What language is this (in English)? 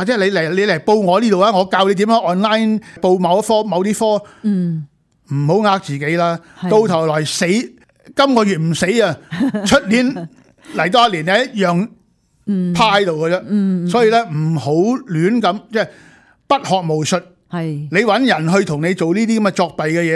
Cantonese